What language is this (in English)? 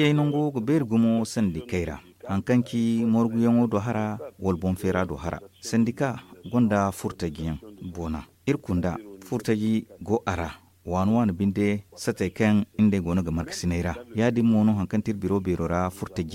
Zarma